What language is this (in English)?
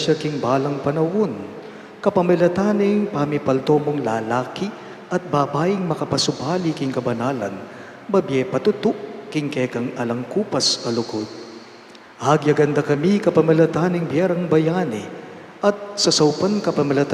Pampanga